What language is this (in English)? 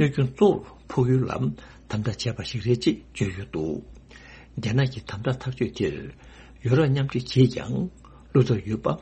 Tibetan